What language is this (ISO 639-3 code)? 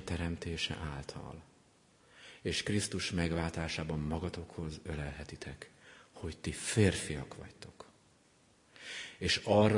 hun